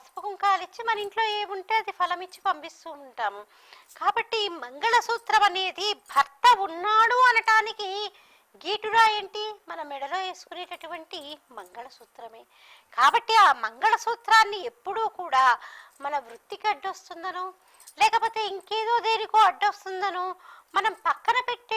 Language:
Telugu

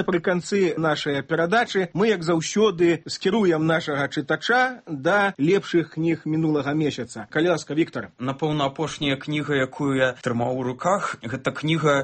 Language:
Belarusian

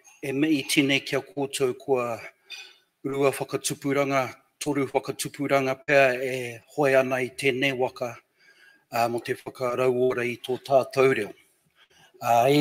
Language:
Māori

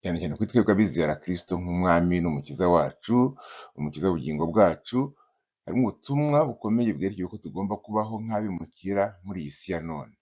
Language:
Kinyarwanda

